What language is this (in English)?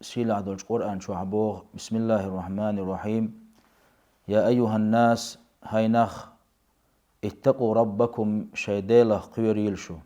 Chechen